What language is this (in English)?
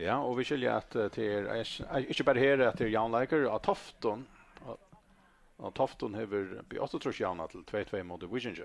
Faroese